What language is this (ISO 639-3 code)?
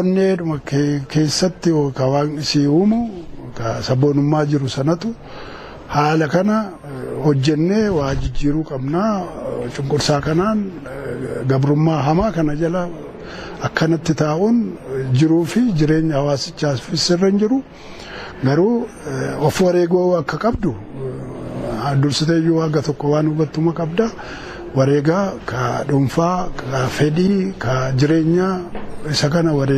orm